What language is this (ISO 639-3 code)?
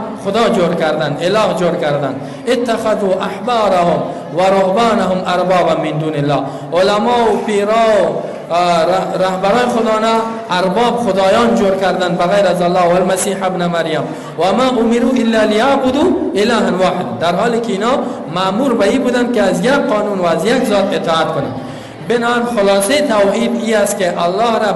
fas